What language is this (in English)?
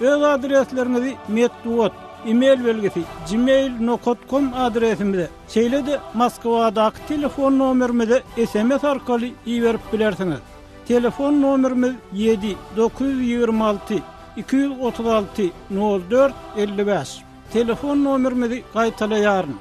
Turkmen